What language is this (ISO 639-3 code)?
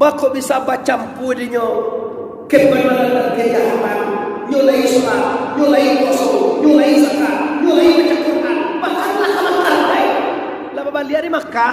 min